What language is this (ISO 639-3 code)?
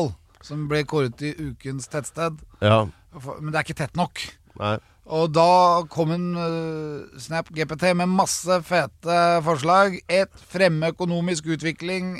nor